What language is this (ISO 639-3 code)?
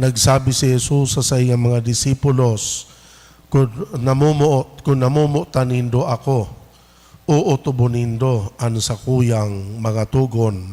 bik